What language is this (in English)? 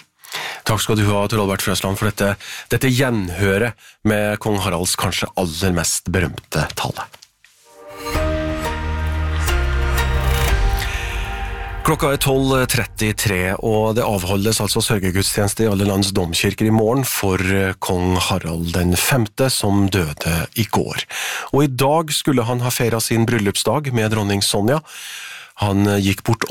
Norwegian